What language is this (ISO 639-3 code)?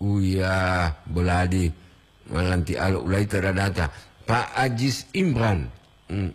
gor